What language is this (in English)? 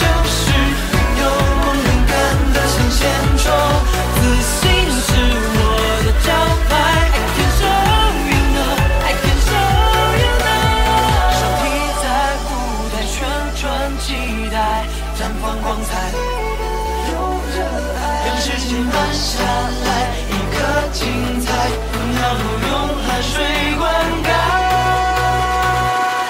Chinese